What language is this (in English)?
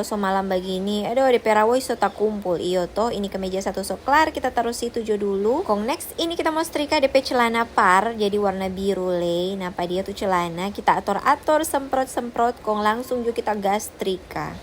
Manado Malay